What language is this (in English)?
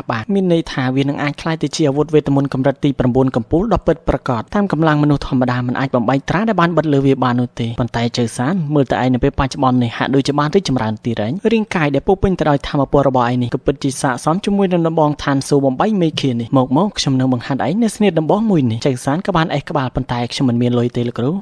Khmer